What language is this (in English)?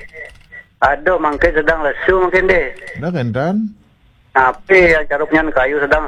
Balinese